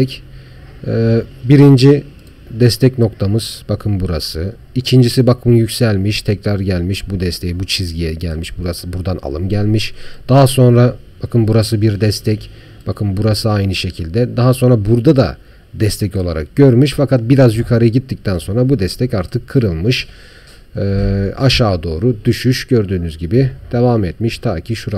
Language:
Turkish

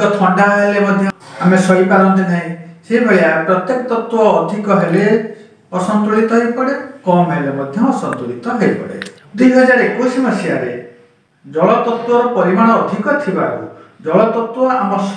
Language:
Odia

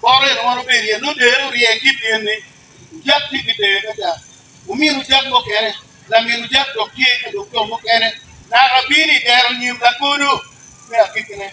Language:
Acoli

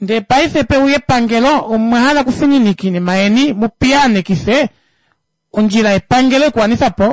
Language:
Kuanyama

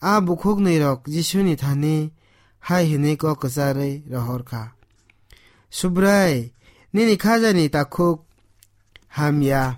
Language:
Kok Borok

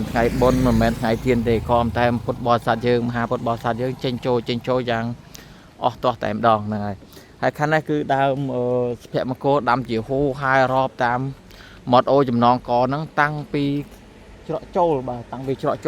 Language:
Khmer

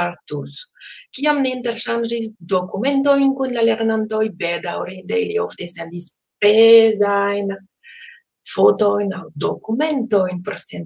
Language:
Esperanto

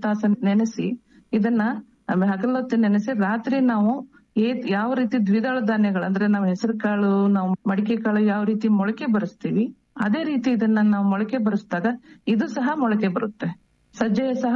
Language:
Kannada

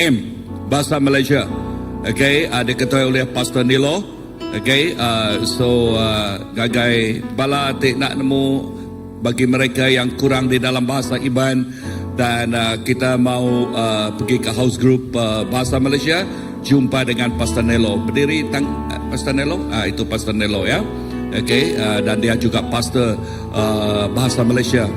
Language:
Iban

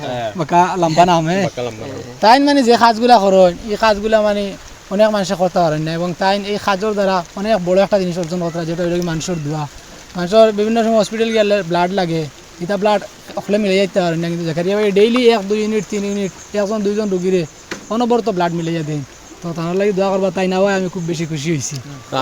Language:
Sylheti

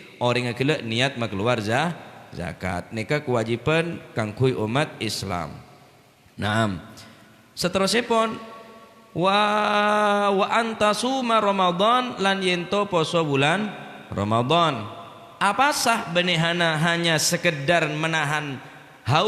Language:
Madurese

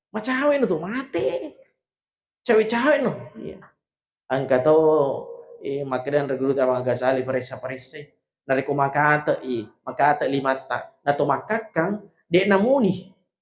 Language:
Buginese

